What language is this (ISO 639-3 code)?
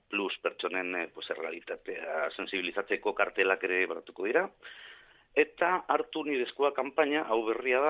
eus